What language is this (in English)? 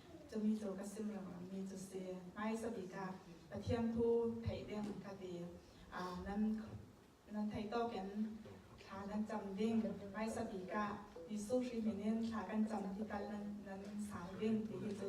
Falam Chin